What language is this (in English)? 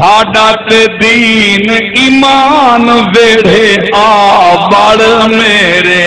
Saraiki